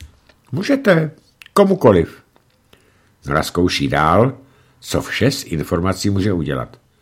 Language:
Czech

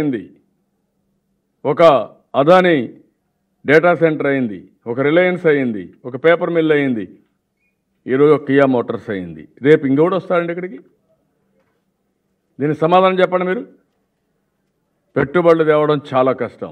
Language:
Telugu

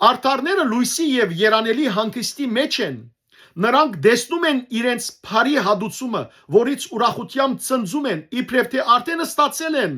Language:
Western Armenian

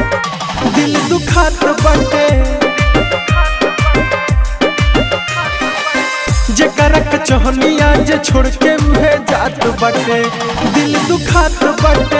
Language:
Bhojpuri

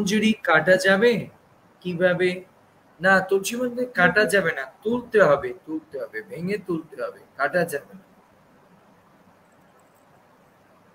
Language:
Bangla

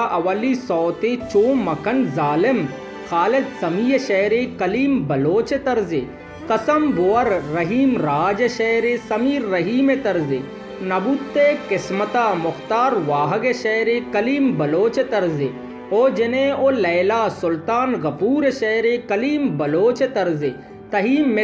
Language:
Baluchi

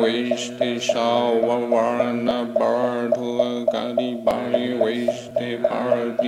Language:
Sanskrit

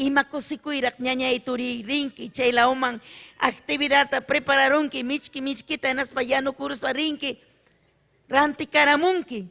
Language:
Ayacucho Quechua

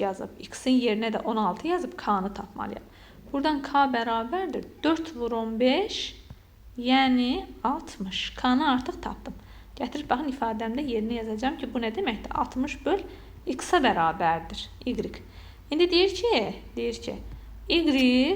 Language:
Azerbaijani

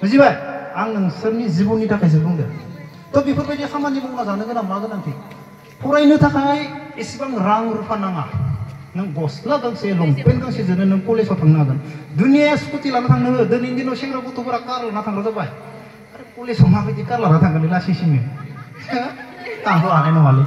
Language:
Bodo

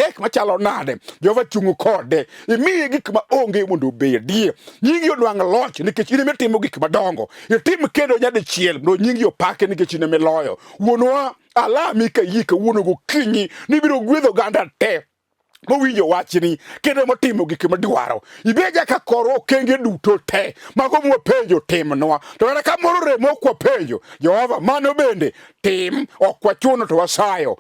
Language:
Luo (Kenya and Tanzania)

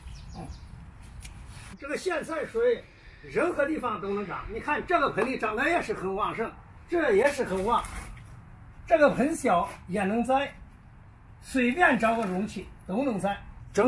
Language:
Chinese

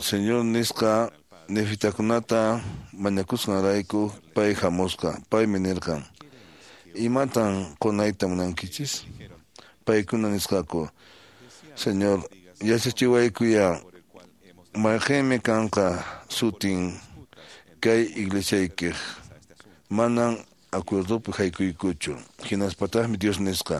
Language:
Quechua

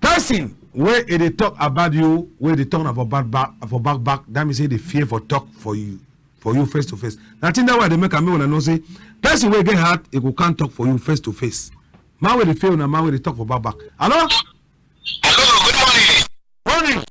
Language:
Cameroon Pidgin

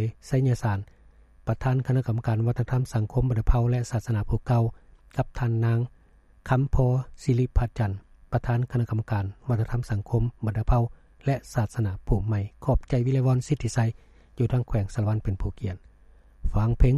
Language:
Lao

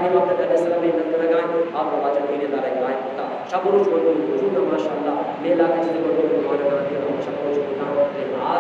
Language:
Eastern Balochi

